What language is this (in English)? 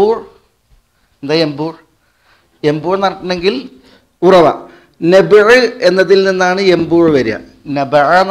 Malayalam